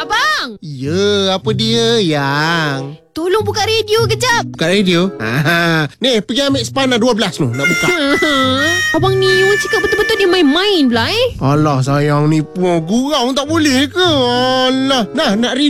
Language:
Malay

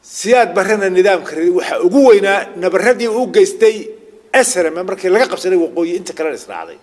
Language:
Somali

